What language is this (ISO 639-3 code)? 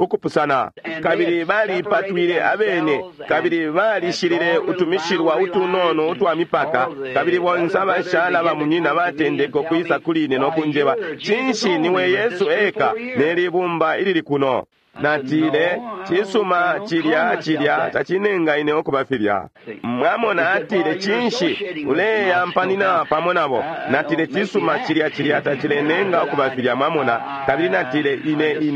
bem